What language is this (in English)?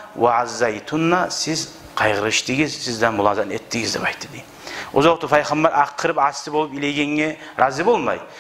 Kumyk